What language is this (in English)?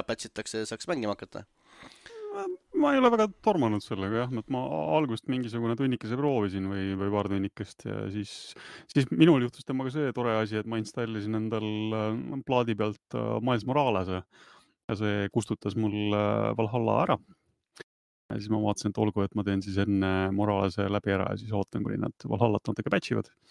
Estonian